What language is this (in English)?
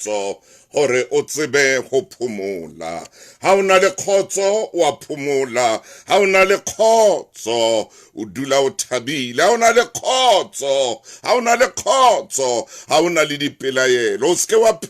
Southern Sotho